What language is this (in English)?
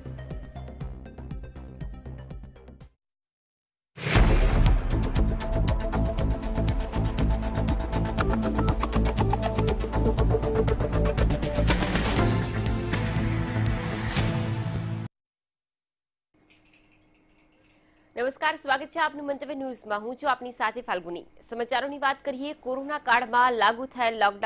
Gujarati